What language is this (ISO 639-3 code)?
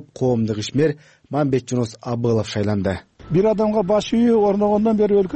kir